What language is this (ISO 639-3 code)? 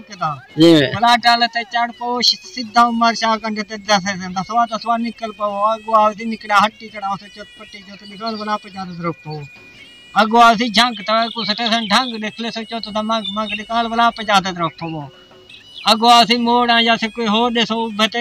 skr